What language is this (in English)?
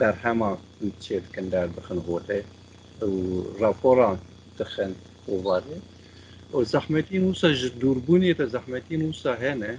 Kurdish